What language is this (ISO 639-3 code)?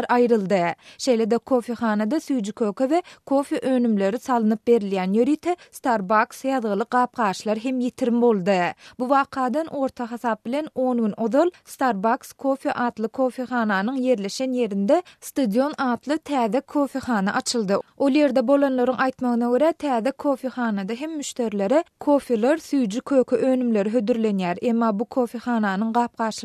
tuk